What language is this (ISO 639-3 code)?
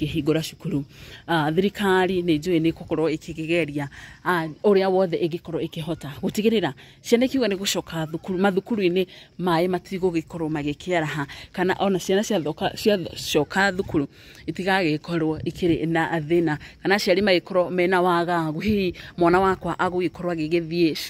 kik